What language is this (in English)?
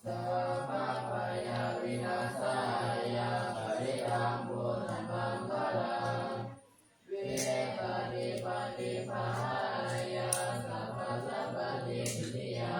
Pali